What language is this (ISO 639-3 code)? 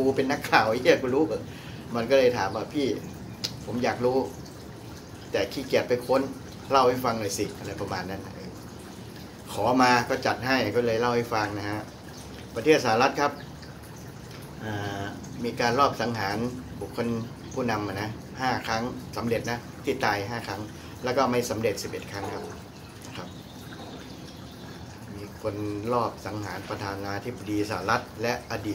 tha